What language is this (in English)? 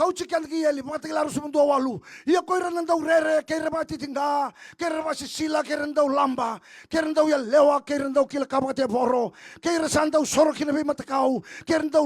Fijian